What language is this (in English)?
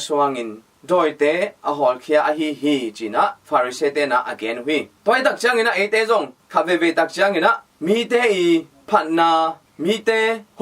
Tedim Chin